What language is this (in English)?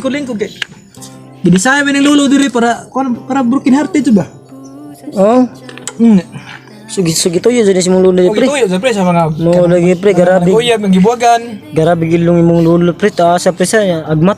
Cebuano